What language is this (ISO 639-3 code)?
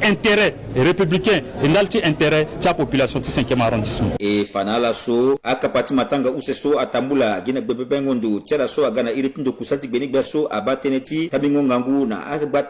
sag